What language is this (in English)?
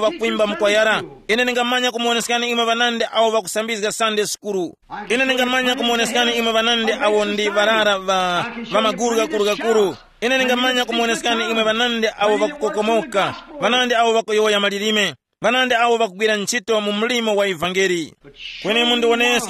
Tumbuka